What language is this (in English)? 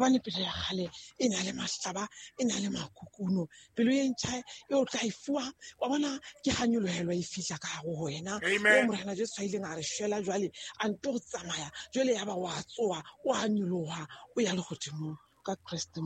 Southern Sotho